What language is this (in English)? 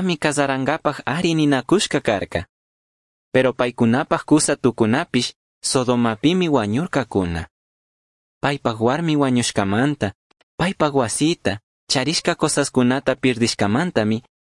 Chimborazo Highland Quichua